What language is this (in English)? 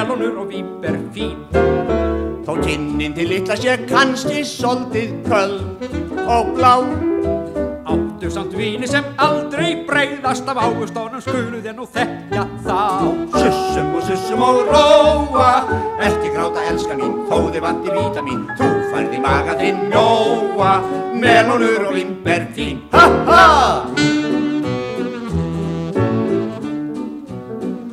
Icelandic